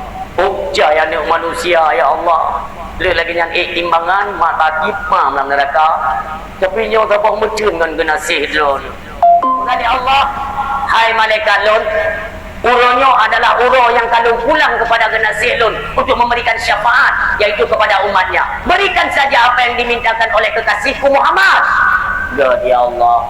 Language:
Achinese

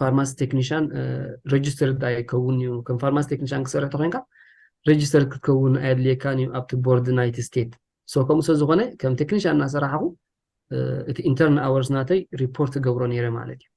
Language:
Tigrinya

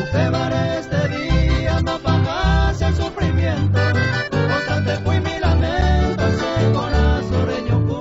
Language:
Guarani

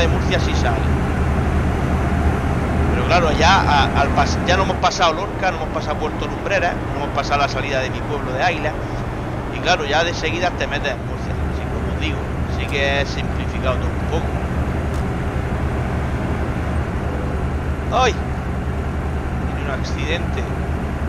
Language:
Spanish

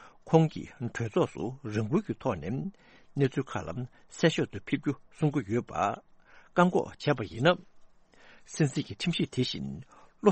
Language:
Tibetan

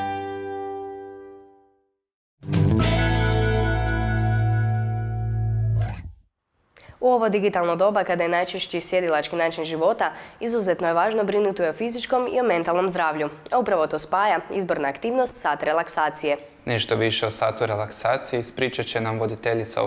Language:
Croatian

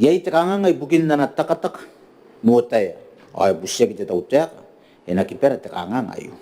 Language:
Gilbertese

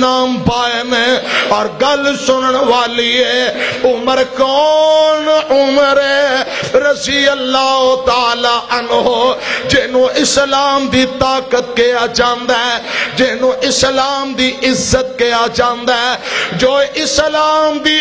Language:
Western Panjabi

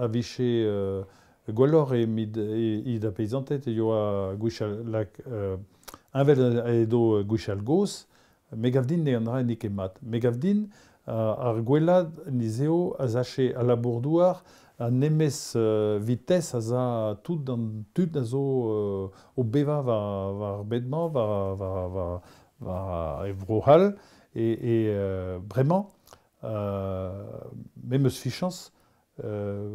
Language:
Breton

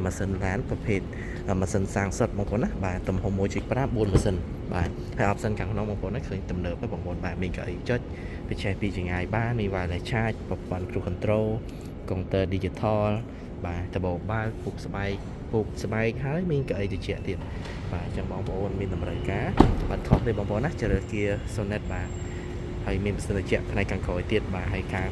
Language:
Khmer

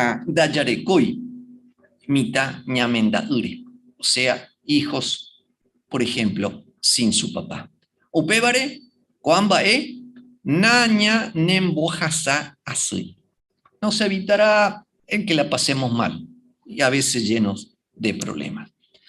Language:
Guarani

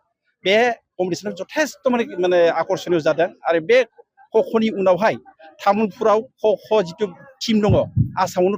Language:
Bodo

